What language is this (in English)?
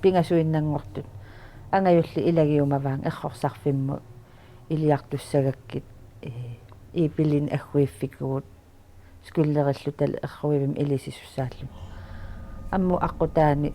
Kalaallisut